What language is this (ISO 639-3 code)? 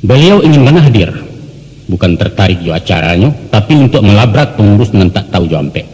min